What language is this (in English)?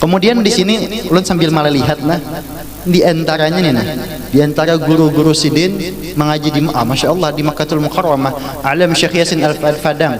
Banjar